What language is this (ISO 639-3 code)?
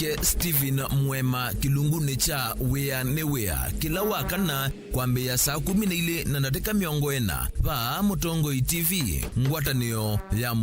kam